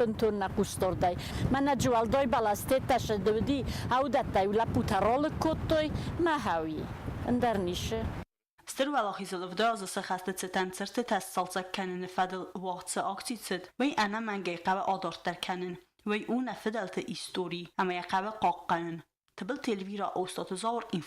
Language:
Ossetic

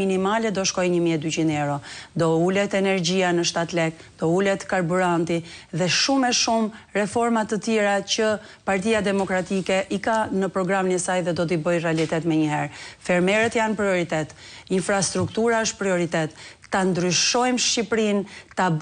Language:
Albanian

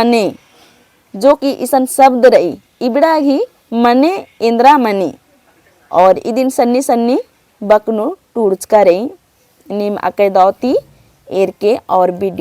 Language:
Kurukh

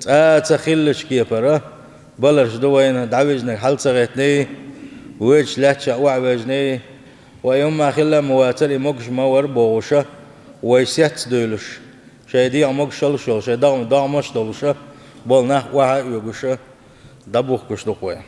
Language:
Chechen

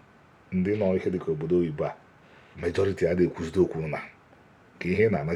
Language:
Igbo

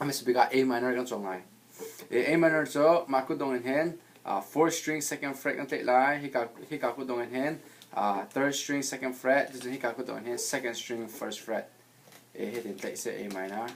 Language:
Hakha Chin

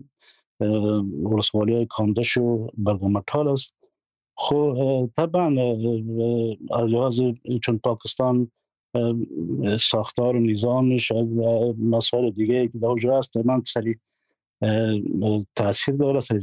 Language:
Persian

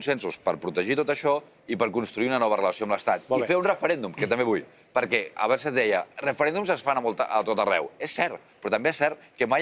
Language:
Catalan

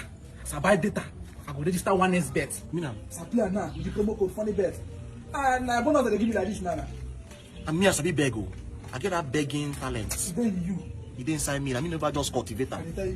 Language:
Nigerian Pidgin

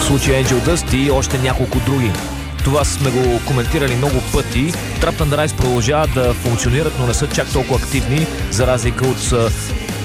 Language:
Bulgarian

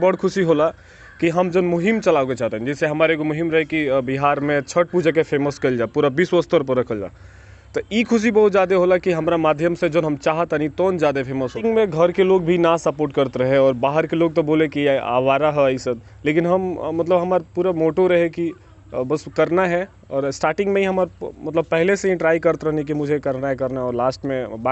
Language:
Bhojpuri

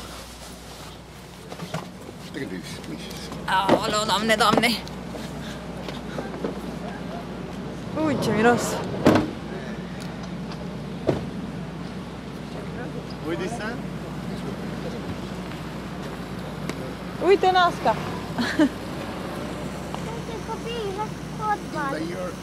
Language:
Romanian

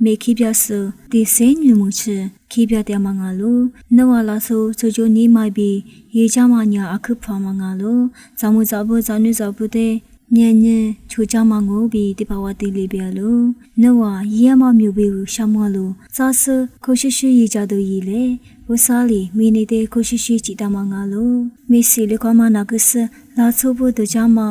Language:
Lisu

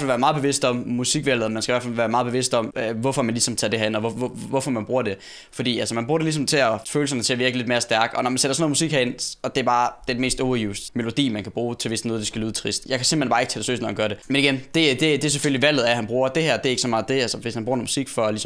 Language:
Danish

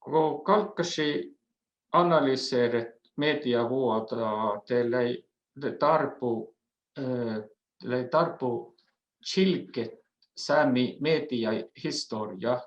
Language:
Northern Sami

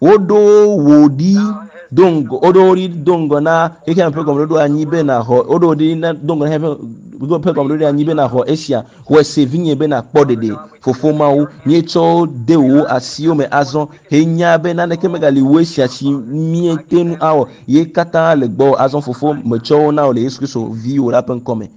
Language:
Ewe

